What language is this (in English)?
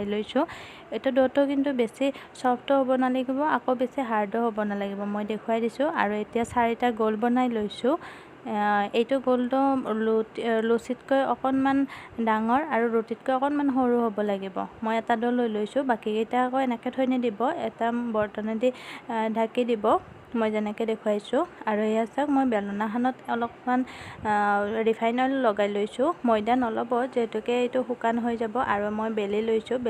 Assamese